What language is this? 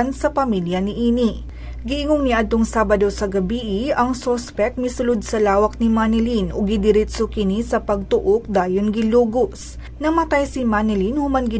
Cebuano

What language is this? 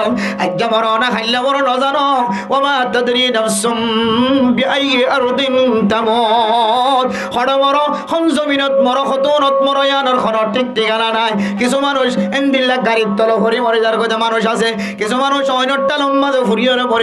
Rohingya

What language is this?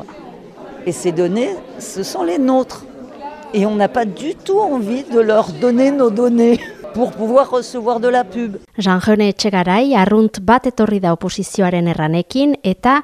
Basque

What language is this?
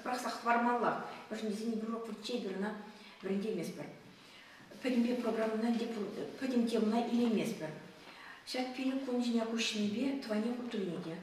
Chuvash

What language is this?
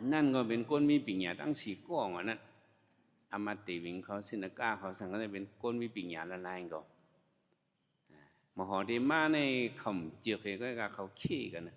Shan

